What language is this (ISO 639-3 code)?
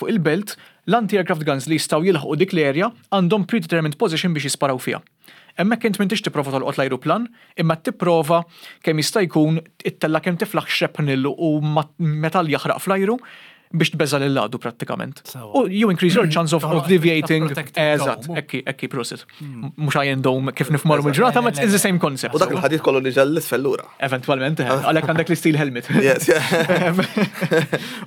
mlt